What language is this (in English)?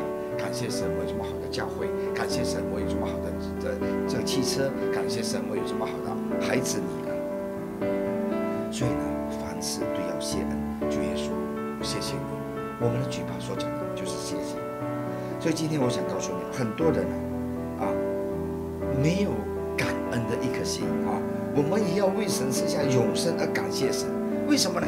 Chinese